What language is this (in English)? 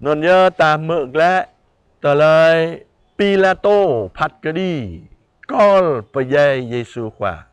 Jarai